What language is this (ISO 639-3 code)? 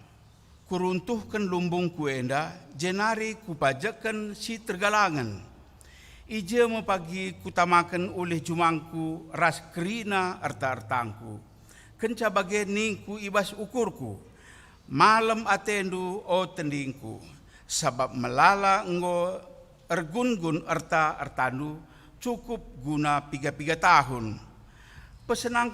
btx